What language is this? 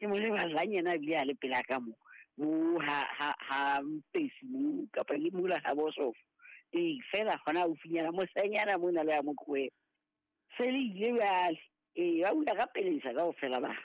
Southern Sotho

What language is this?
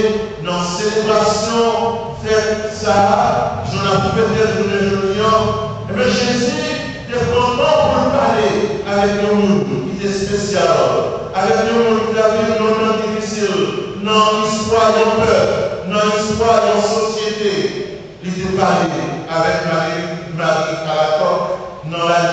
French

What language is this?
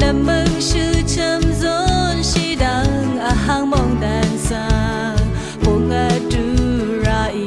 Rawang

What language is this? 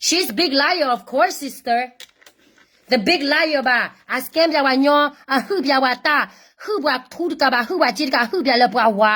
S'gaw Karen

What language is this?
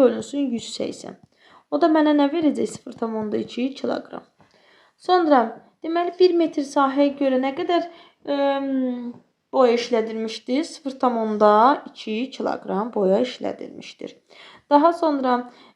Azerbaijani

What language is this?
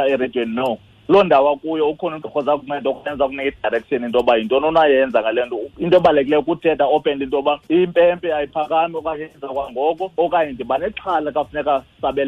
Xhosa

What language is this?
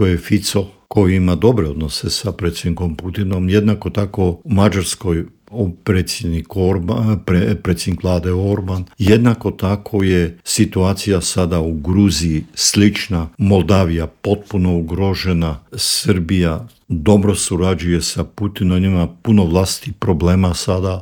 Croatian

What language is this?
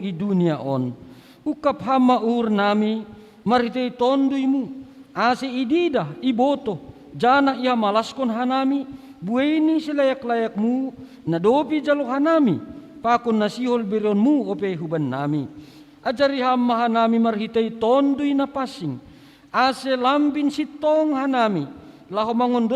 Batak Simalungun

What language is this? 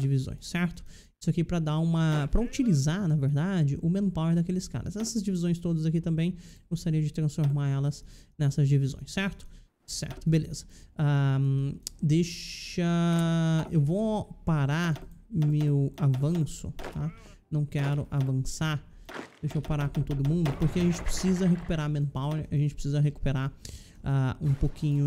Portuguese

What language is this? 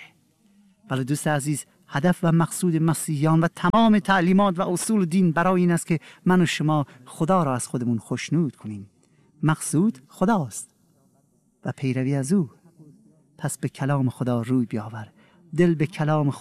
Persian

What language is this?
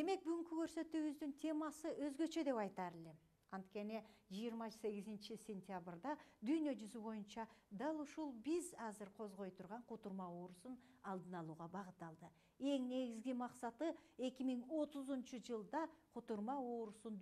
Kyrgyz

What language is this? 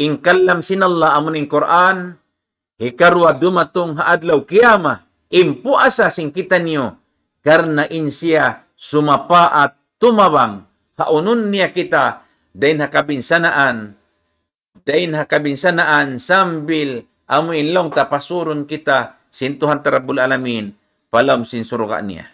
Tausug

